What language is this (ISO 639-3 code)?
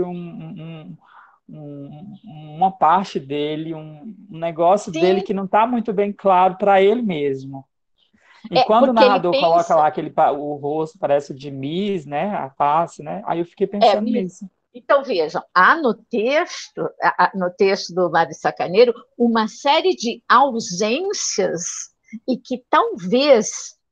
por